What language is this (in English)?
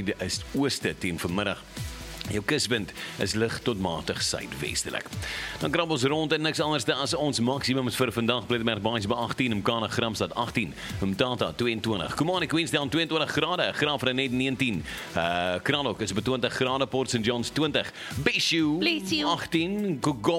Afrikaans